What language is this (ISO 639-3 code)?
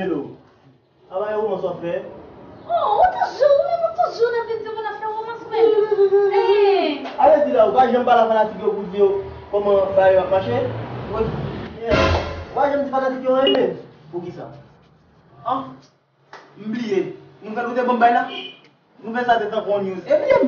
hat